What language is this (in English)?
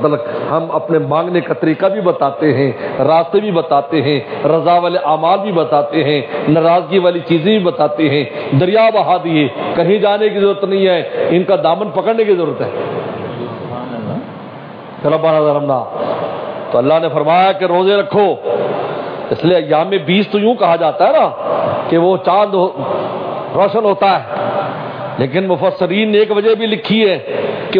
Urdu